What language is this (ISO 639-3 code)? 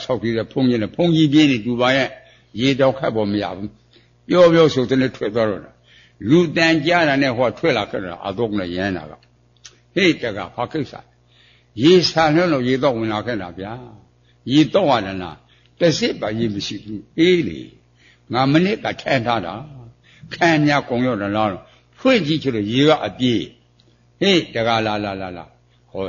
mya